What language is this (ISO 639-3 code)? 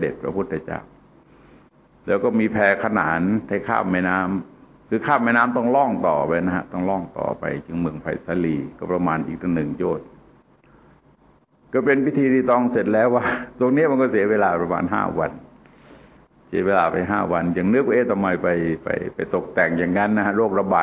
tha